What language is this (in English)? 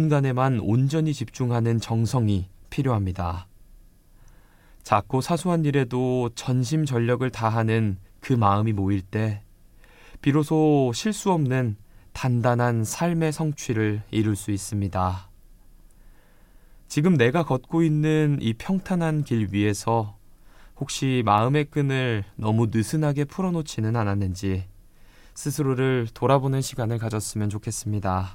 Korean